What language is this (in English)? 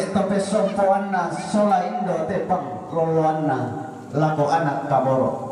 Toraja-Sa'dan